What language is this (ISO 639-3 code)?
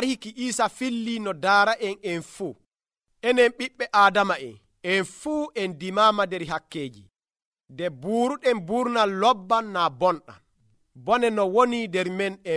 fuv